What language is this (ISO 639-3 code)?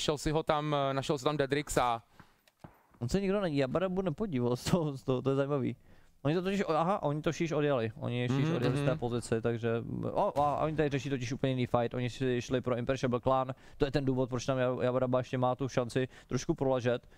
ces